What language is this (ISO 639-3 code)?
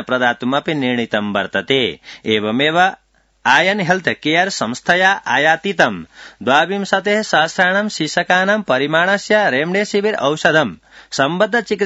san